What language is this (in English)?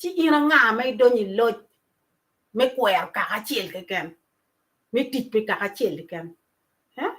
Acoli